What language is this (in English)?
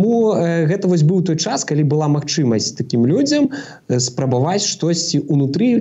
Belarusian